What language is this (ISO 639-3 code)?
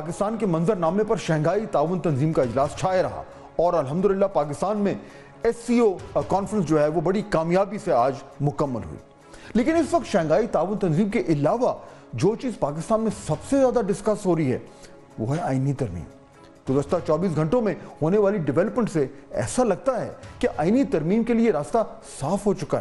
urd